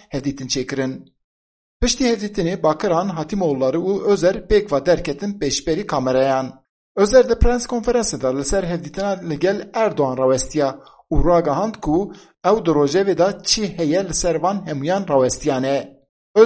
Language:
Kurdish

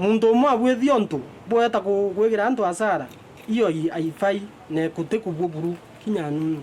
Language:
Meru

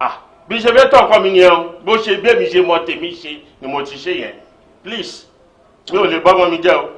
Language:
Yoruba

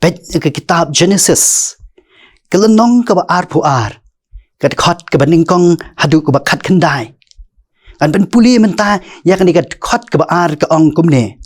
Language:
Khasi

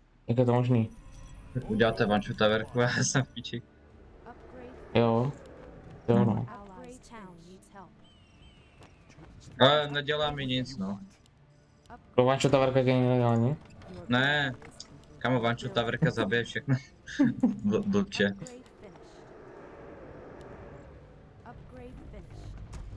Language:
Czech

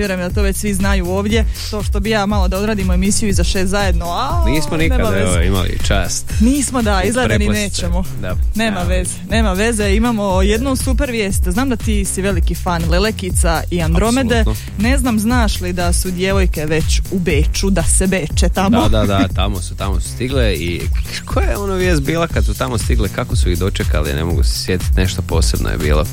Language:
Croatian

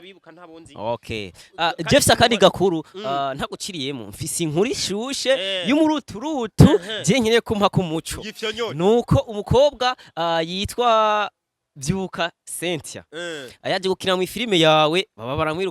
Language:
Rundi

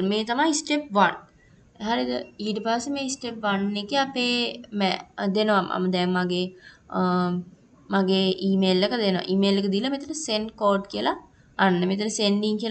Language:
Sinhala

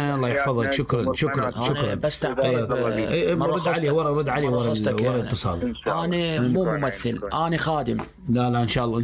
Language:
Mesopotamian Arabic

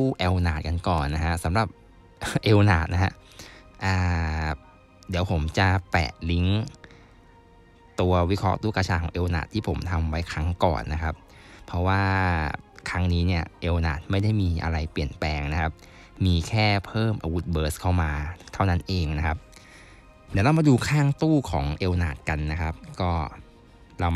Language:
Thai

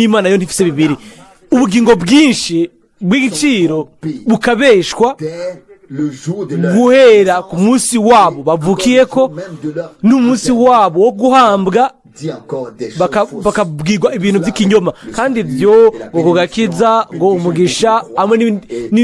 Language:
Rundi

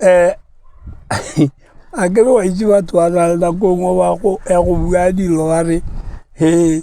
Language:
Tswana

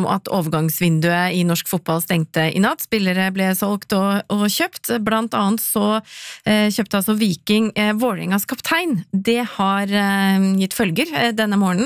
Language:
Norwegian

